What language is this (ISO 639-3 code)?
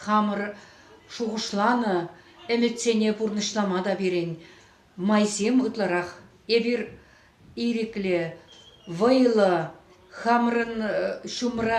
chv